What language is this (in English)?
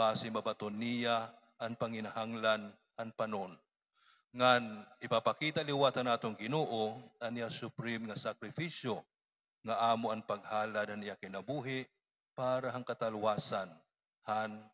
Waray